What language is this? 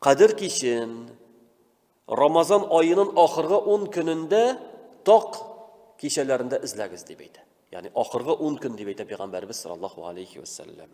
Tatar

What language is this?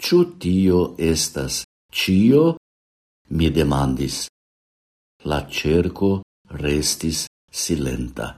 Esperanto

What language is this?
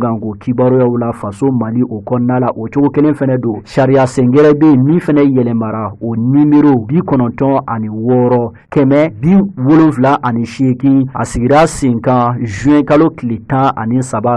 Bambara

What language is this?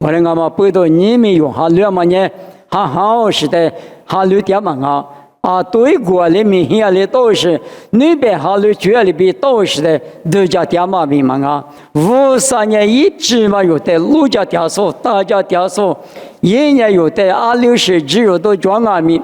Lisu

